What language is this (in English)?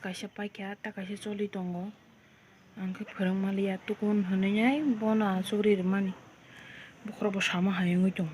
Kok Borok